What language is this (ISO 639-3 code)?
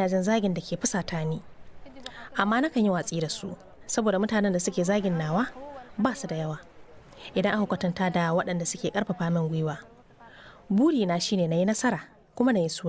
hau